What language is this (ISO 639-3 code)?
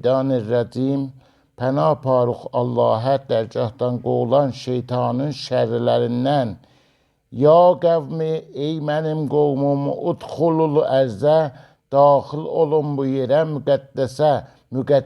aze